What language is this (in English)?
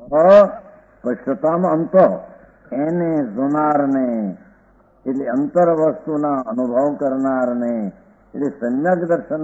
Gujarati